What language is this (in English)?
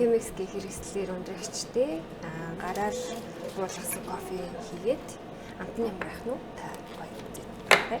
Mongolian